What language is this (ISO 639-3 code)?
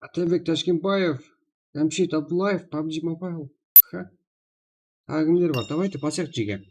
kaa